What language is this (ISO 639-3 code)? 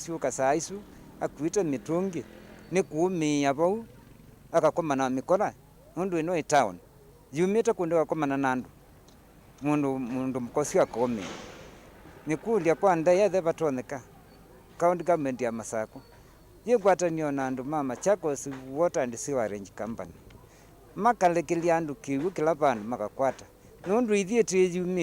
kam